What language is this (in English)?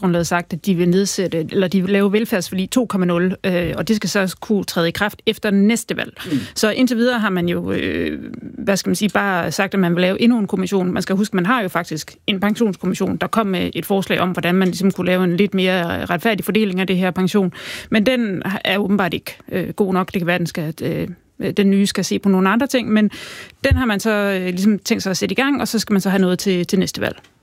Danish